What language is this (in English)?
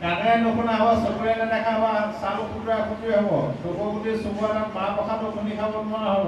Assamese